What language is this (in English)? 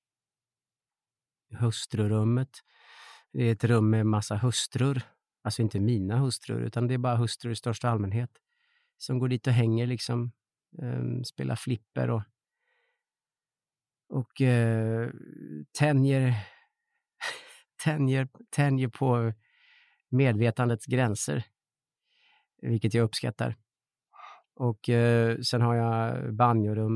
Swedish